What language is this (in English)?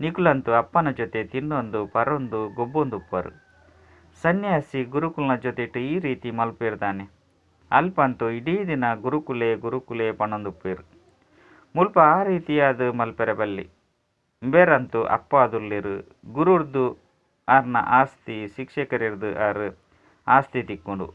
Tulu